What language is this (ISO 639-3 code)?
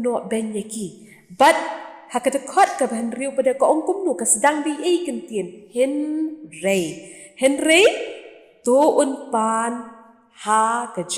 kha